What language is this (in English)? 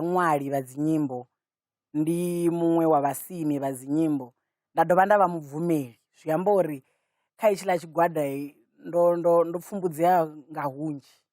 Venda